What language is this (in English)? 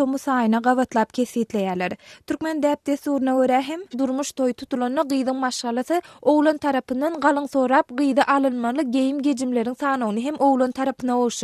Turkmen